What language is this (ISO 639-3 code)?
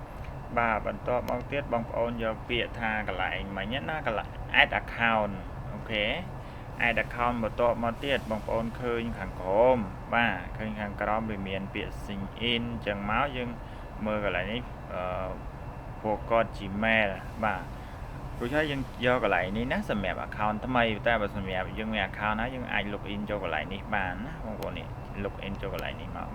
khm